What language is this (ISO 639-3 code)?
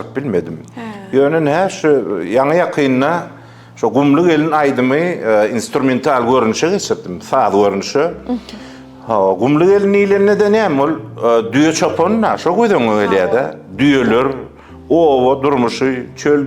tuk